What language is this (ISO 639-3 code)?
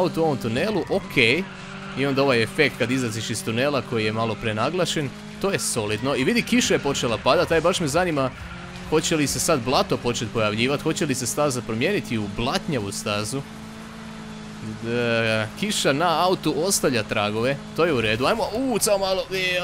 hrv